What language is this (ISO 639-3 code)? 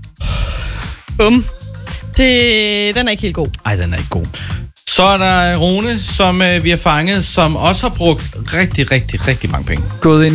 dan